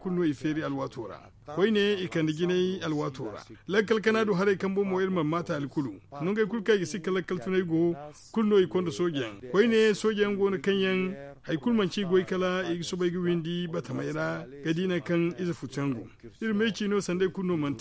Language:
Zarma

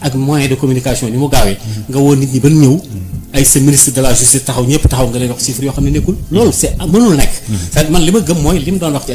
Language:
Wolof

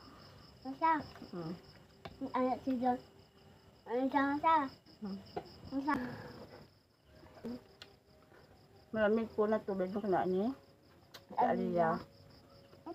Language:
Filipino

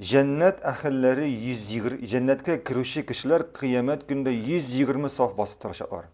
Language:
Tatar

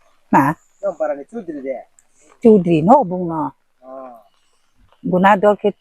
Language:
Riang (India)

